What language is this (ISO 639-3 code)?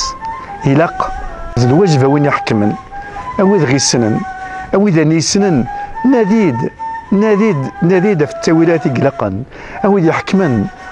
kab